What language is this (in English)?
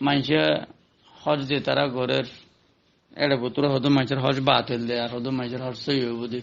Rohingya